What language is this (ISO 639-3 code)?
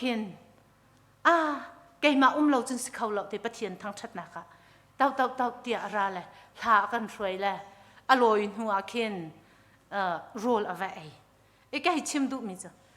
cnh